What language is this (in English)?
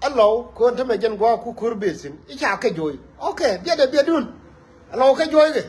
Nuer